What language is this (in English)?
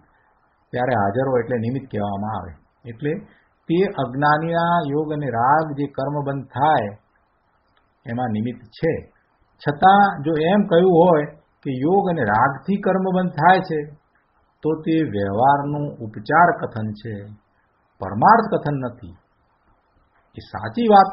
Gujarati